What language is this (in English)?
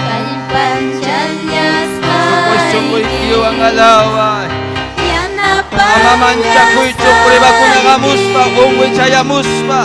Ayacucho Quechua